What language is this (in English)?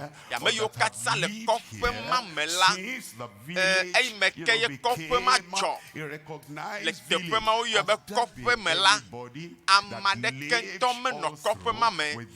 Ewe